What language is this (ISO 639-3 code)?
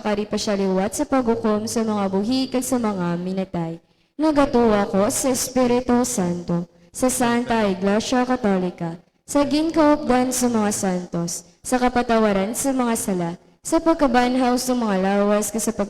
hil